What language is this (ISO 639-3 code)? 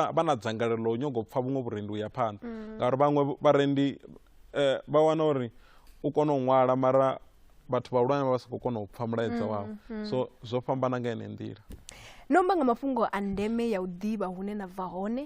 ven